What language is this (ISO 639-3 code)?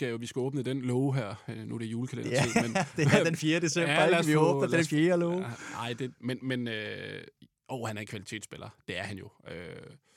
dan